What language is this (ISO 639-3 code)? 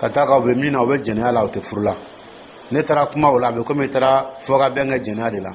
dyu